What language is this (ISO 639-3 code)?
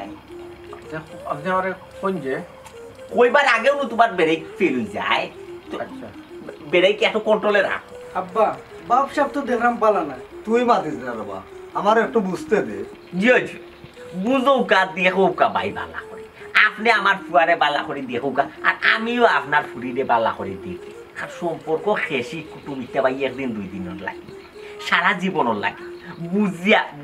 syl